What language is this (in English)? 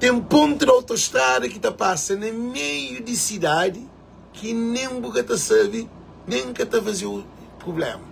Kabuverdianu